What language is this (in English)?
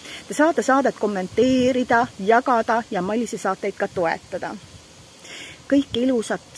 Estonian